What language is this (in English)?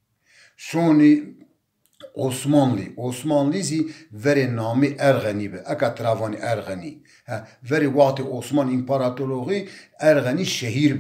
Zaza